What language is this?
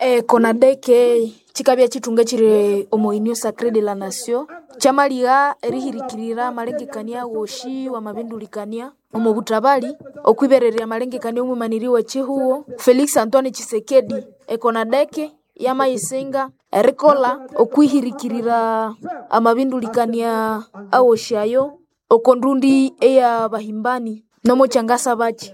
Nande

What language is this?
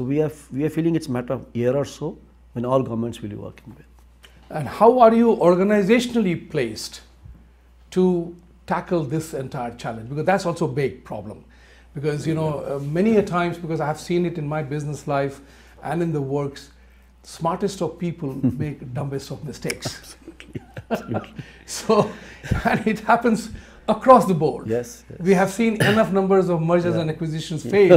English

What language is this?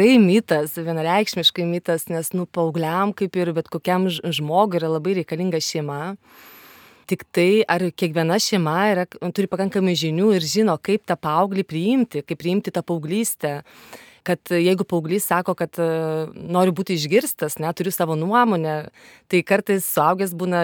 Lithuanian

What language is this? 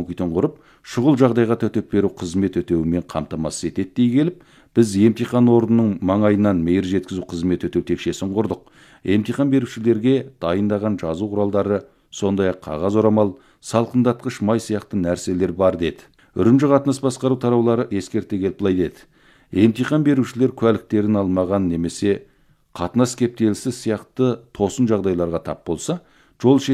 Kazakh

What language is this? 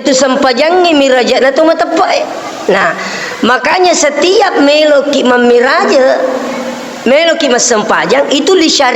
Buginese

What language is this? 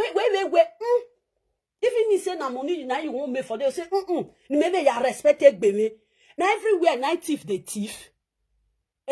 Nigerian Pidgin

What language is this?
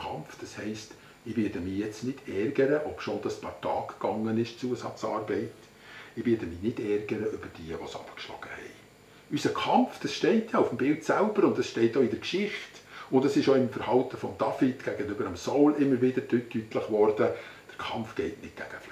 Swiss German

